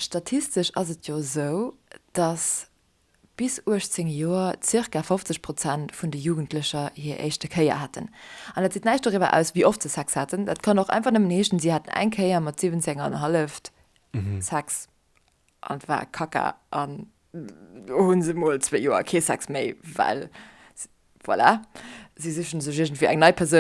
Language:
Luxembourgish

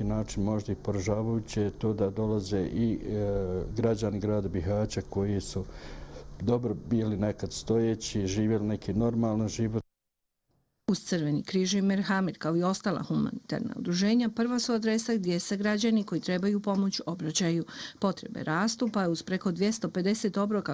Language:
Bosnian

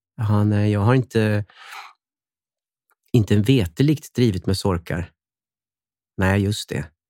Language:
Swedish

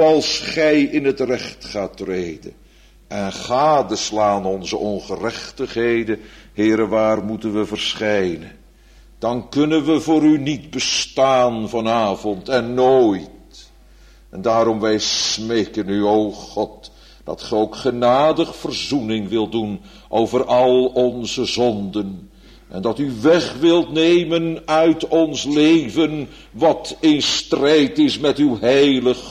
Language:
Dutch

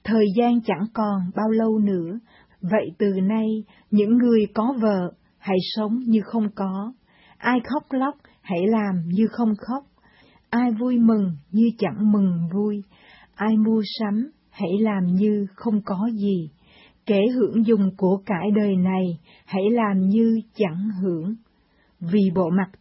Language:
Vietnamese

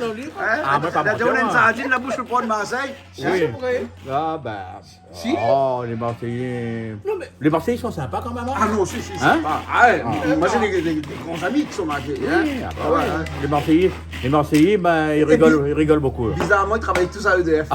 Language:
Réunion Creole French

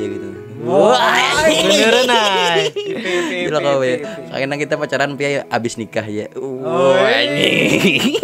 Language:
Banjar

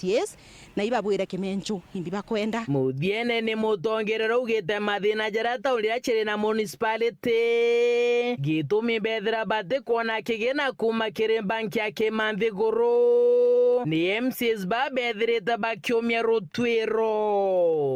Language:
Meru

